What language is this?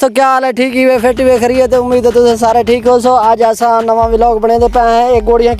Saraiki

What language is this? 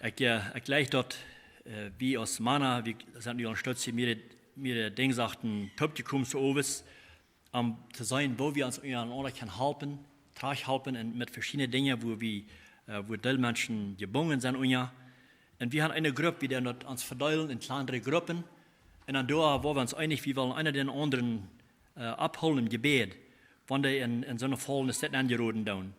Plautdietsch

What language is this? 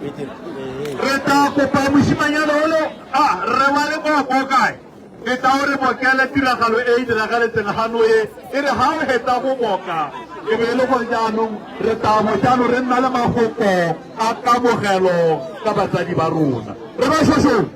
Tswana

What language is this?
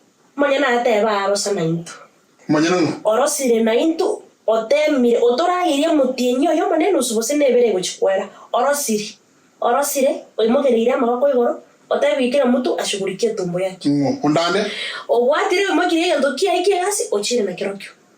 Gusii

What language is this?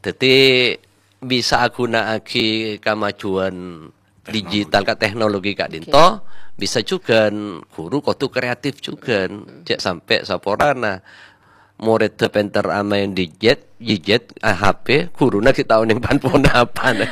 Madurese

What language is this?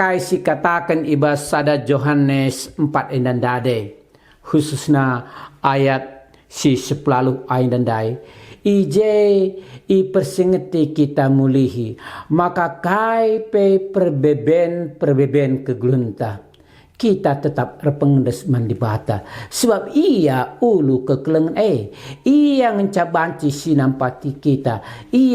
Batak Karo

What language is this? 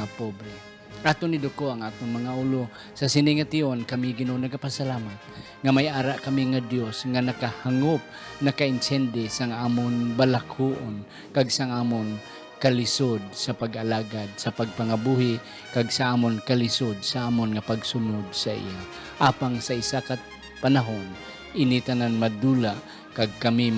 Hiligaynon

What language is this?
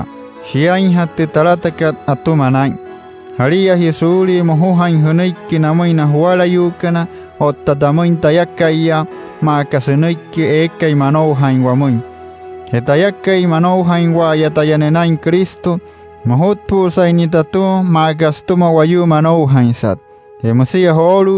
Wayuu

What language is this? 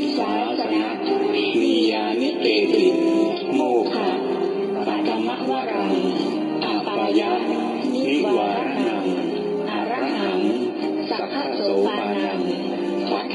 Pali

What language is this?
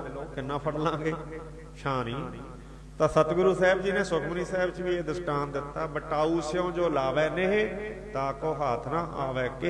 Punjabi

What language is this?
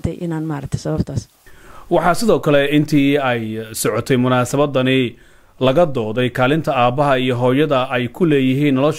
Somali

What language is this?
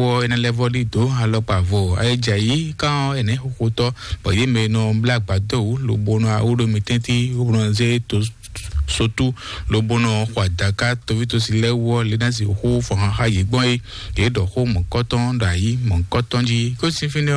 Fon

